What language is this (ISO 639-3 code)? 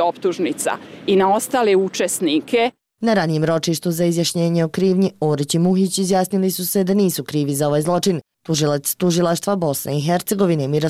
bos